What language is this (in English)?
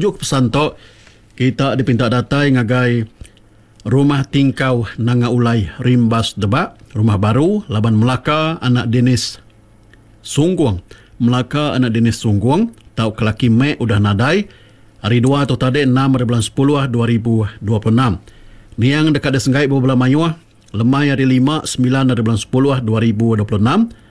Iban